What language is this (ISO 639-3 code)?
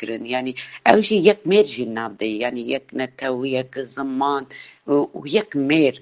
kur